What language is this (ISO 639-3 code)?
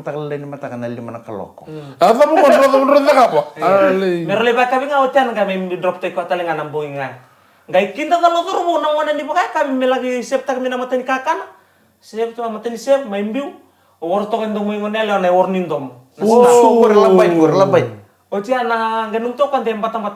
fij